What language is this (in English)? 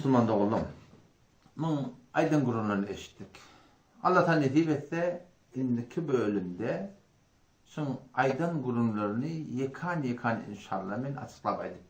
Turkmen